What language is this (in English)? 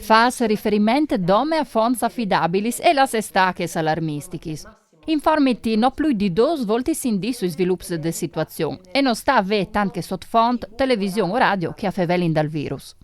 Friulian